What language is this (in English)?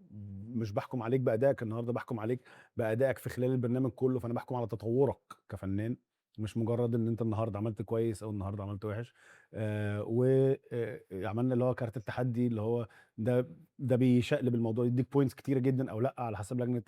Egyptian Arabic